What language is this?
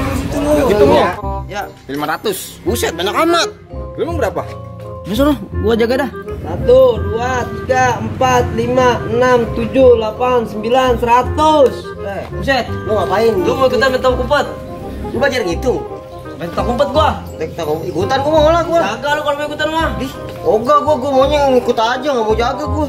Betawi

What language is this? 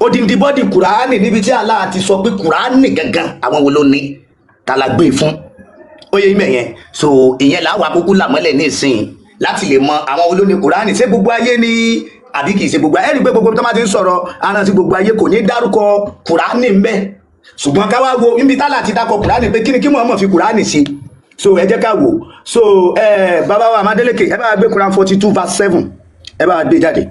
Yoruba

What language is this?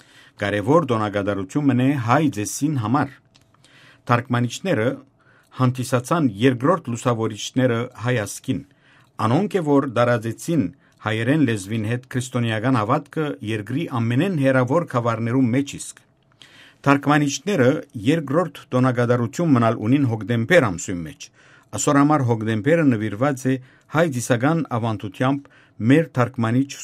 Western Armenian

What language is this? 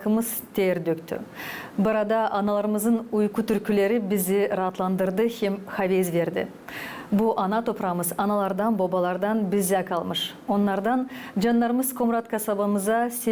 Gagauz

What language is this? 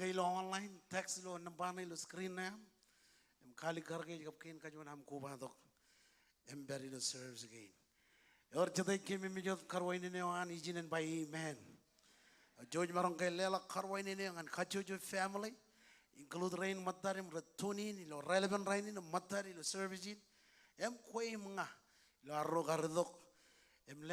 Marshallese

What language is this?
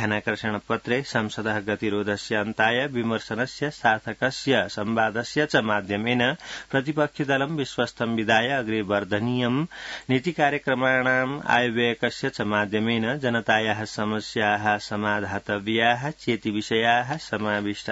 Sanskrit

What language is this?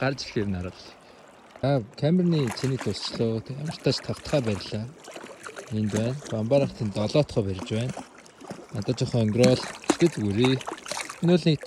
Mongolian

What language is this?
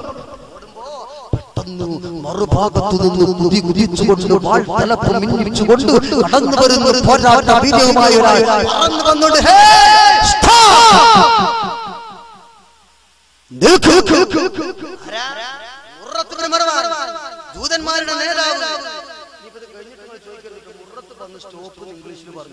Malayalam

